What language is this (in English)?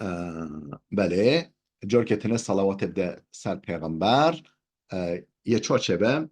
Kurdish